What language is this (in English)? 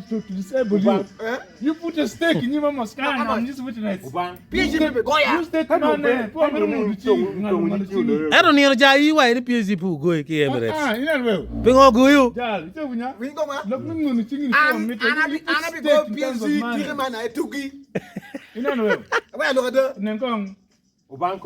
Acoli